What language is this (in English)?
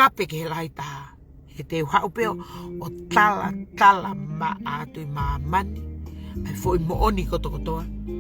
Tongan